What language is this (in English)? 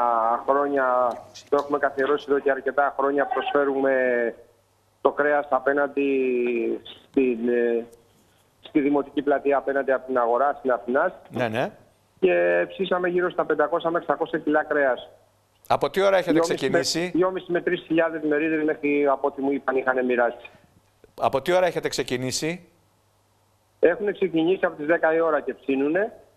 Greek